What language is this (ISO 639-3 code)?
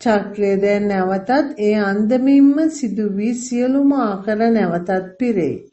sin